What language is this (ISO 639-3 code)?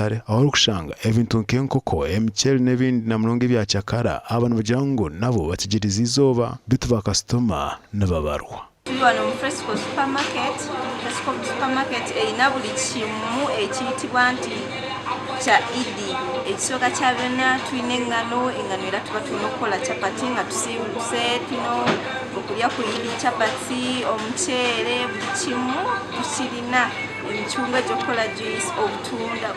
nyn